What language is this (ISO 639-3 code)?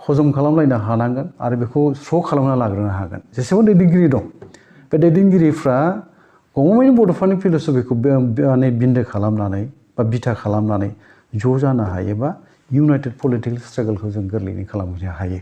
brx